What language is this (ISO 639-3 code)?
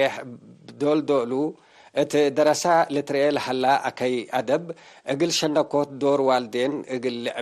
tig